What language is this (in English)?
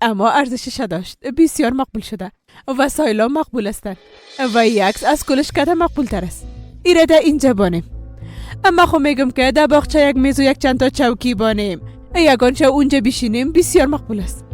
Persian